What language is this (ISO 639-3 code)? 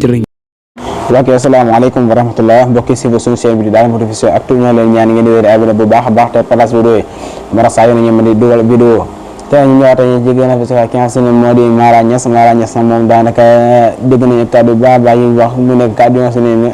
wol